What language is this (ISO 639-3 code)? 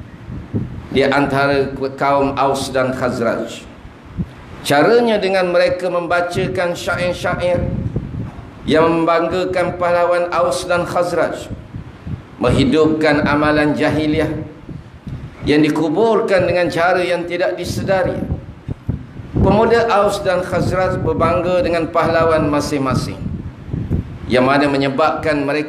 msa